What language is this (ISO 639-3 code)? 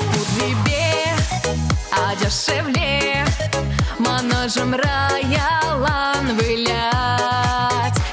chv